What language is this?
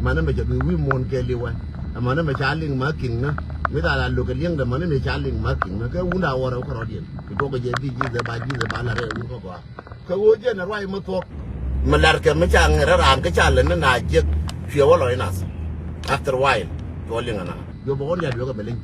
Nuer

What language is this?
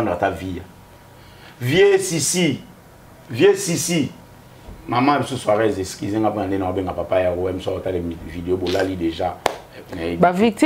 Lingala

